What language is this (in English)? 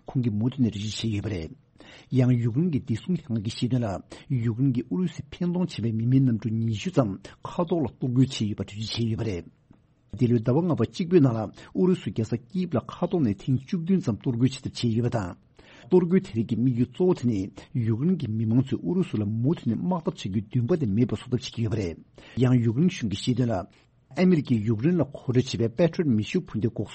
Tibetan